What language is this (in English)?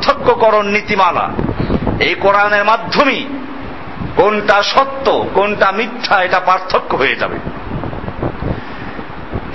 Bangla